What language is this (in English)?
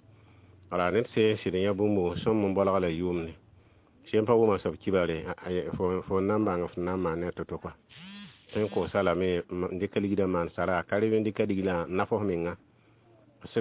Mossi